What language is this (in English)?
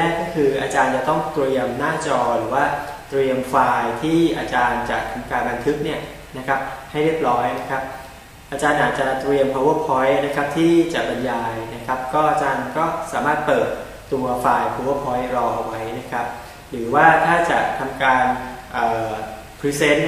Thai